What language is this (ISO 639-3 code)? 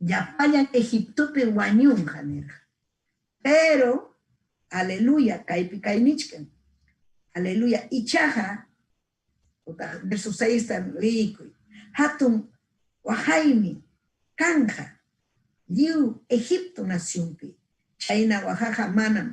quy